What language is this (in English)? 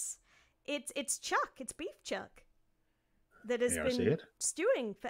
English